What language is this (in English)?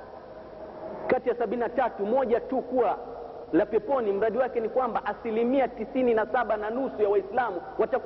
Swahili